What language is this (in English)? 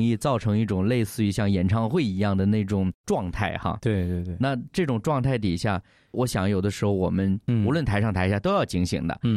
Chinese